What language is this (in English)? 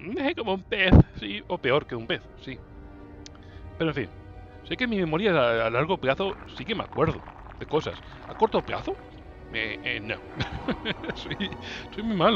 Spanish